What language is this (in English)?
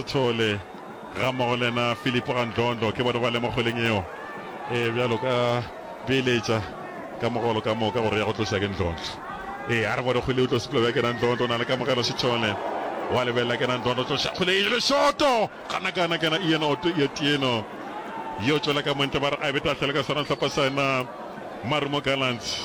Northern Sotho